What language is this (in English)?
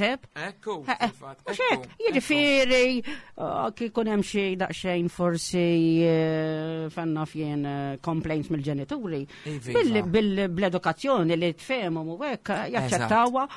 Maltese